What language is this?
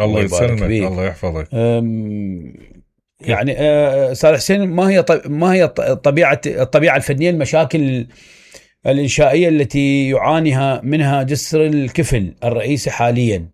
Mesopotamian Arabic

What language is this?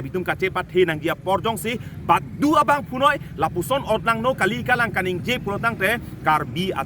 Karbi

